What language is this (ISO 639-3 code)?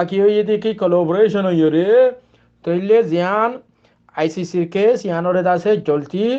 rhg